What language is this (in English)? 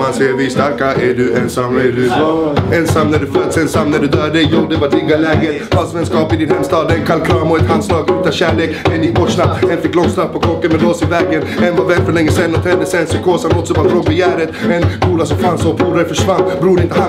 Swedish